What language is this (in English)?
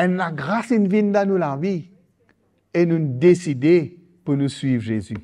Morisyen